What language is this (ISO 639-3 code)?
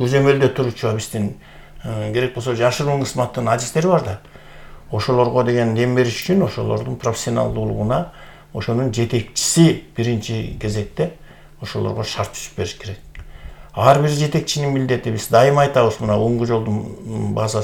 kir